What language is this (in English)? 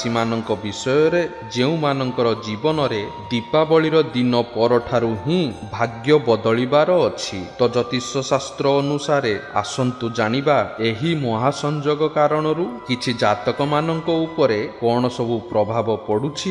Odia